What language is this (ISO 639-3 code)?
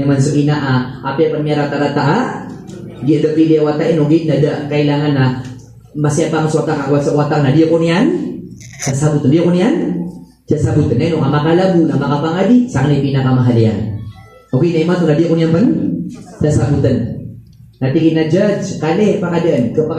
mrw